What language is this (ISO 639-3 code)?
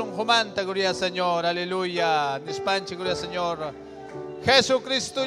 quy